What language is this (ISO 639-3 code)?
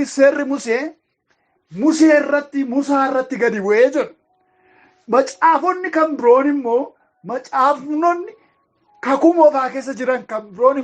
orm